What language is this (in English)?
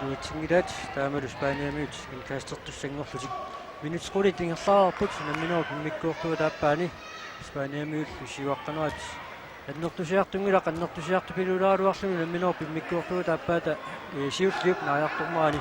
Kalaallisut